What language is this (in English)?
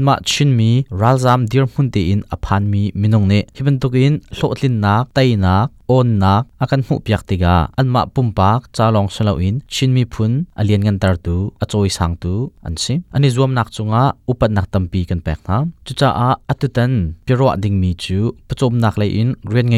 Hakha Chin